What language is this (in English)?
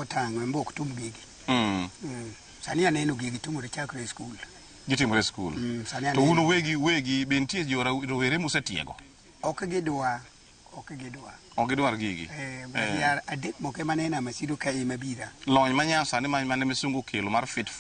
Luo (Kenya and Tanzania)